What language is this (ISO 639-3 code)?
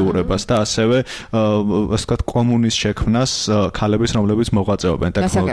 kat